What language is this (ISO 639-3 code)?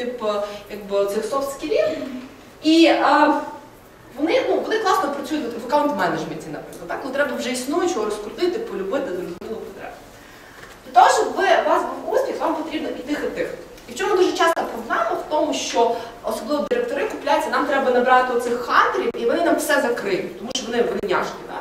ukr